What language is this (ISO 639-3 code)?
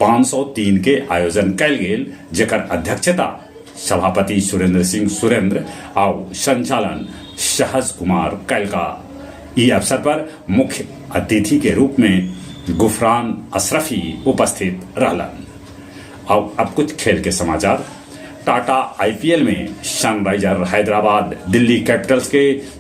mag